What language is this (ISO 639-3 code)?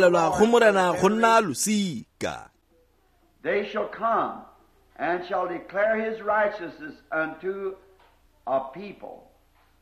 tsn